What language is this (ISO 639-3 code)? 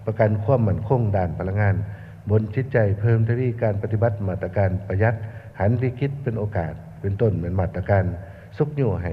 lao